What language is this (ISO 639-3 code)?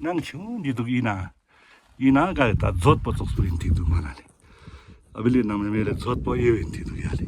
lbj